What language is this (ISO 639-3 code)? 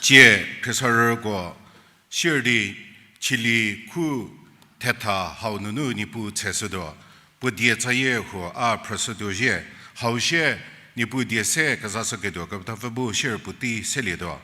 njm